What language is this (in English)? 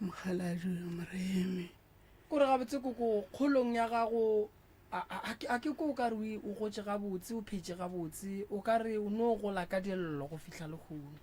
Northern Sotho